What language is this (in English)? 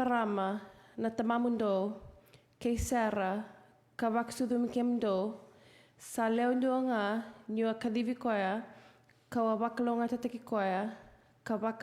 Fijian